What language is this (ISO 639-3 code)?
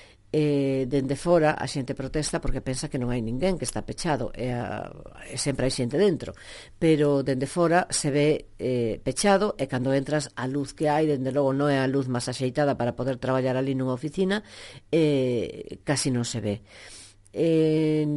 glg